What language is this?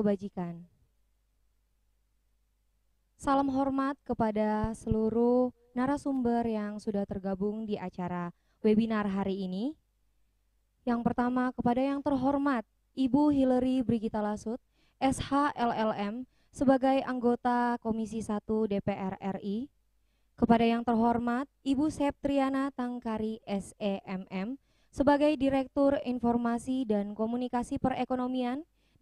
Indonesian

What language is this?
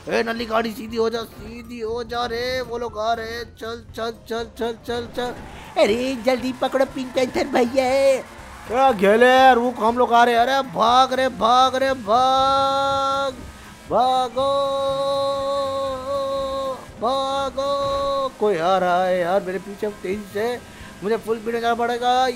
Hindi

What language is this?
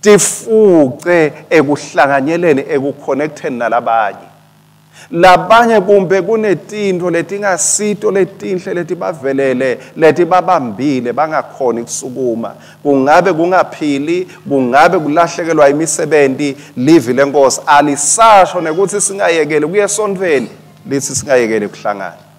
Swati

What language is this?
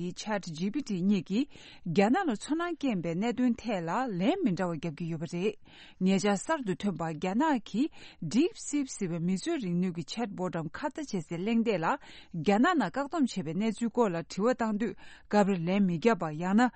Tibetan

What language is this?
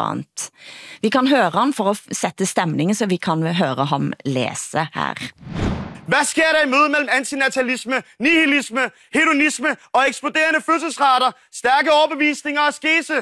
Danish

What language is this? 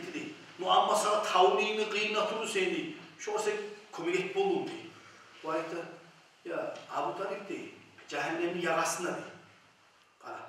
Kumyk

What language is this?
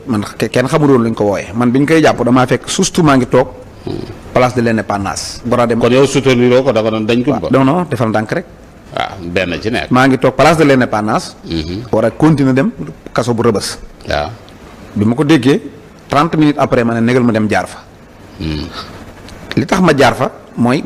Wolof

